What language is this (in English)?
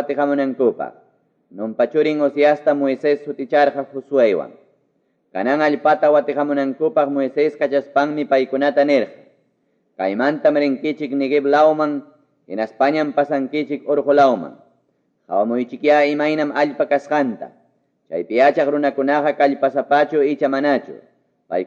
Quechua